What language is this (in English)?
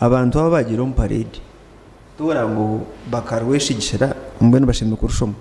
Nyankole